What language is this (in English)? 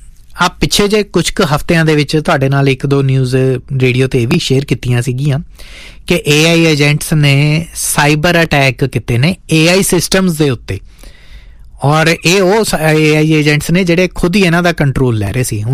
Punjabi